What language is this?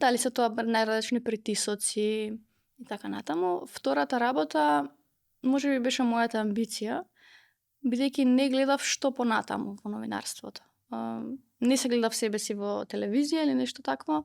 Macedonian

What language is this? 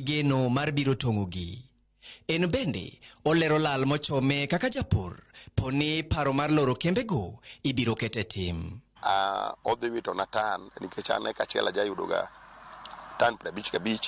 Luo (Kenya and Tanzania)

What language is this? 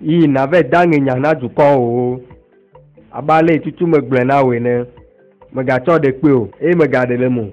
Ewe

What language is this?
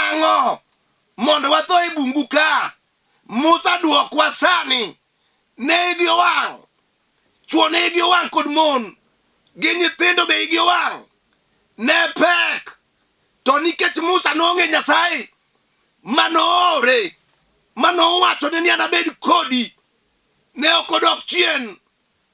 Luo (Kenya and Tanzania)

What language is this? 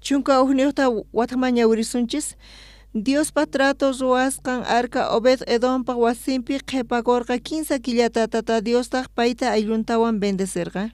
South Bolivian Quechua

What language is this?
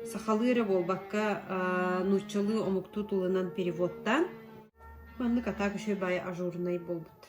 Yakut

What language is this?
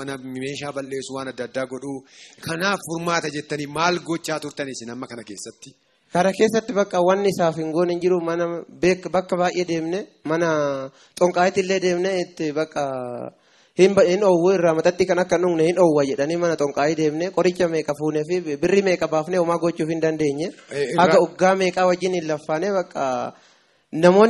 Oromo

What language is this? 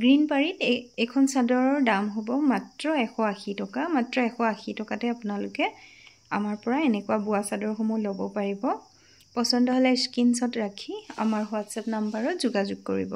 Assamese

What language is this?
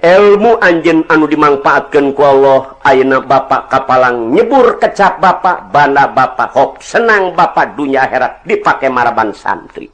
Sundanese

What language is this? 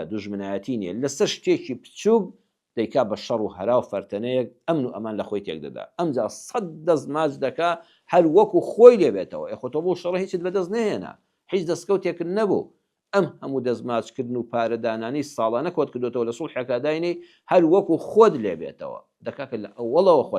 Central Kurdish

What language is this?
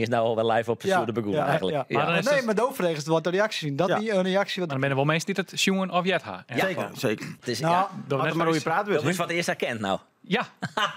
Western Frisian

